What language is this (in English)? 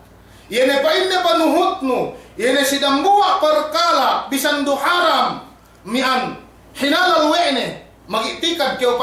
Yakan